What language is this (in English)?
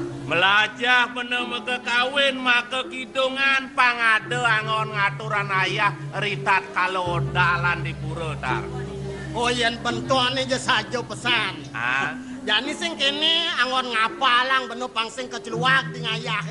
Balinese